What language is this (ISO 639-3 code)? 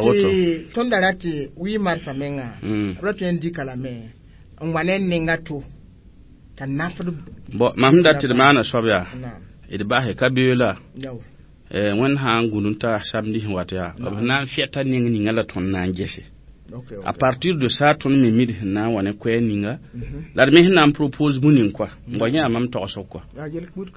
mos